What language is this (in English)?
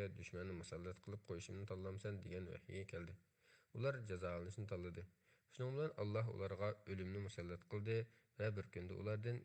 Uyghur